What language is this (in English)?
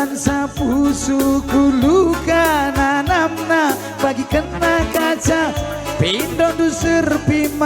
Batak Karo